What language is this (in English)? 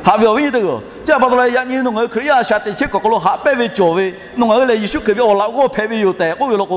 Lahu